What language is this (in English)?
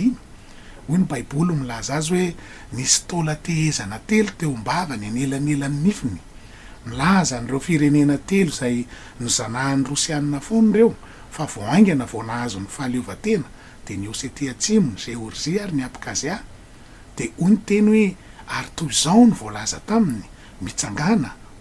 Malagasy